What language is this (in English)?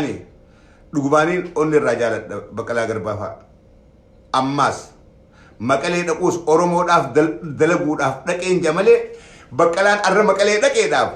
Oromo